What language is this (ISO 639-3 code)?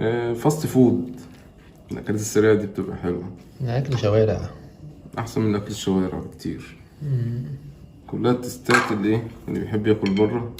arz